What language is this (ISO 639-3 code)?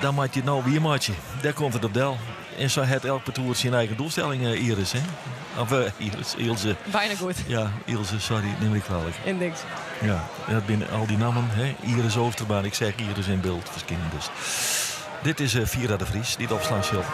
fry